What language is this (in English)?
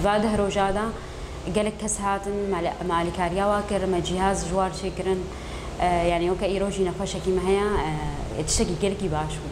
Kurdish